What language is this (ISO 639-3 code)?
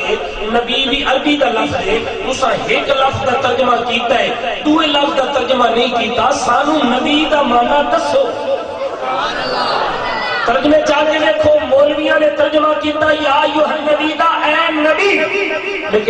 skr